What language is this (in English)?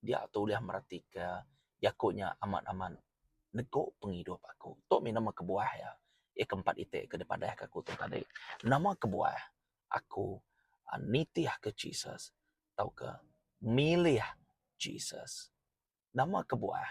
Iban